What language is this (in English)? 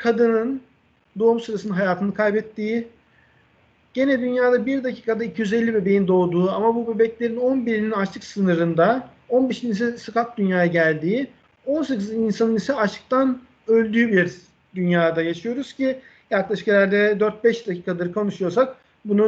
Turkish